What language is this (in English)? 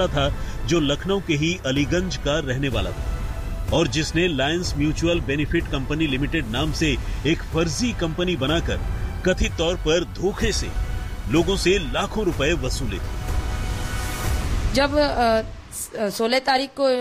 Hindi